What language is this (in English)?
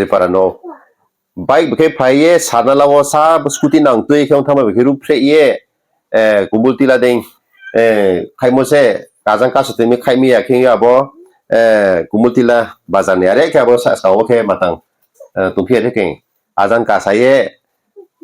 Riang (India)